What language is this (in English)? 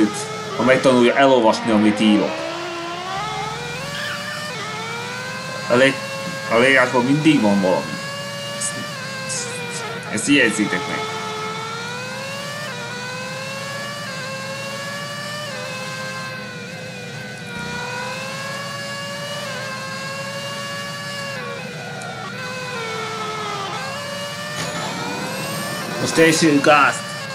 Hungarian